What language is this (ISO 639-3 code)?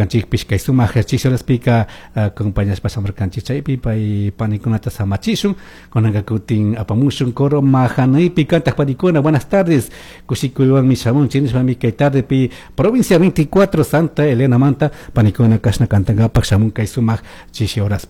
qug